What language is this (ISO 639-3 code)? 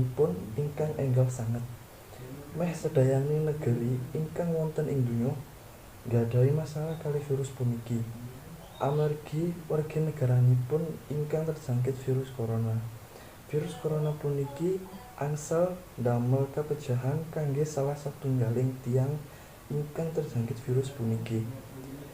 jav